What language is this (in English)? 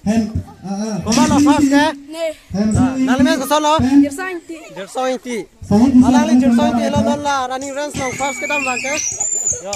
Karbi